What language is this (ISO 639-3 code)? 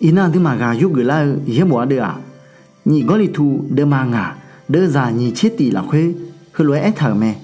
ahk